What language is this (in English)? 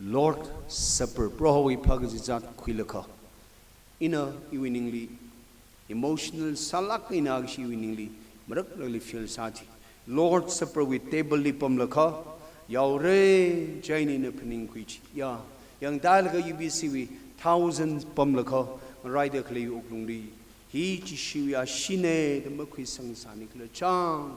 Tangkhul Naga (India)